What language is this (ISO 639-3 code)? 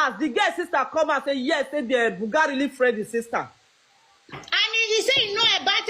pcm